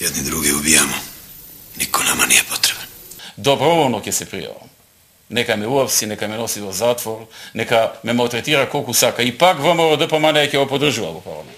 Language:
Macedonian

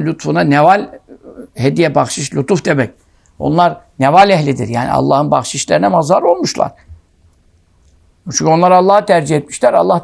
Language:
Turkish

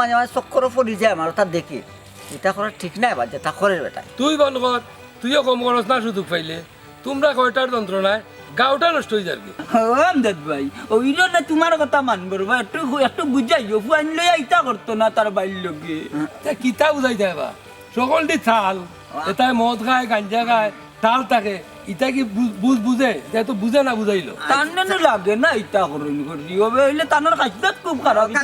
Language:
Sylheti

